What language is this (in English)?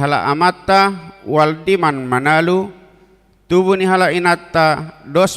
Batak Toba